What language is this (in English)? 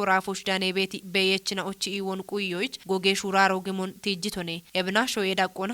Kafa